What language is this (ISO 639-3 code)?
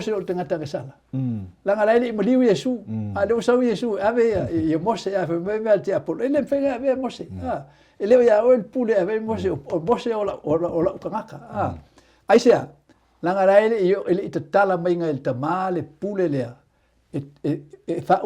smo